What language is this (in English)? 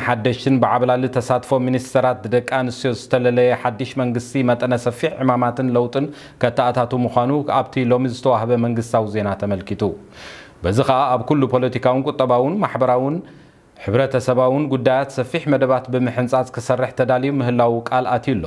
Tigrinya